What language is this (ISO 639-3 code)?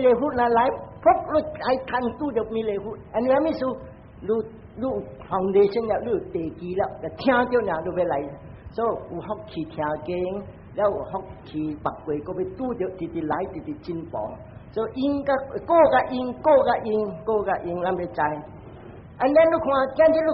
nan